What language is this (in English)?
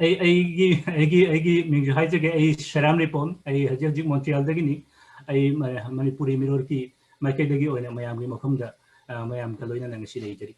Manipuri